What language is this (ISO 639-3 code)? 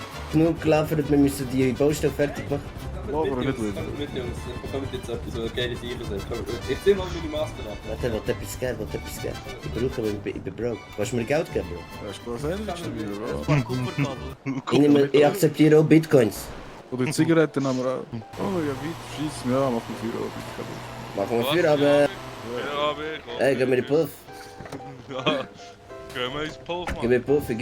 gsw